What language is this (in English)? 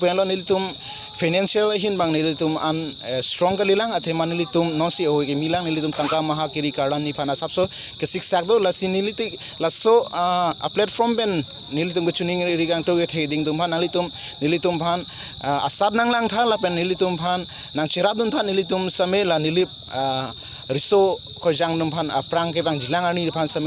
Karbi